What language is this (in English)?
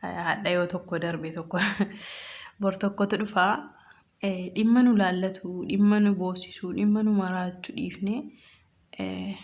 Oromo